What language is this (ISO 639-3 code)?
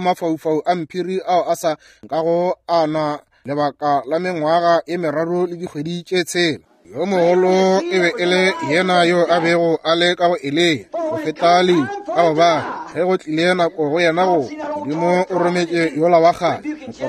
nso